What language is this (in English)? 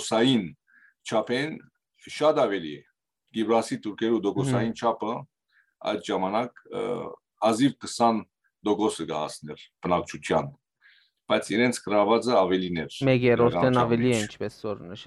Western Armenian